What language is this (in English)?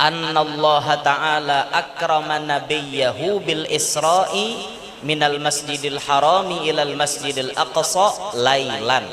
Banjar